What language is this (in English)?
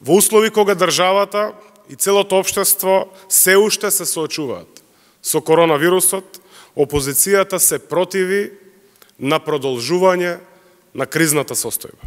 Macedonian